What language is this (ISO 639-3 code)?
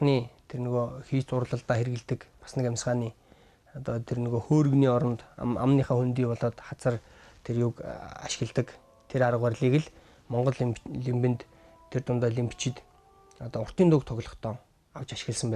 mon